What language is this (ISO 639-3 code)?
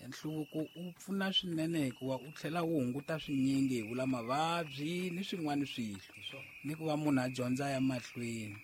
tso